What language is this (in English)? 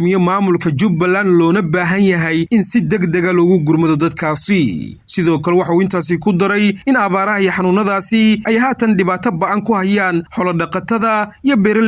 Somali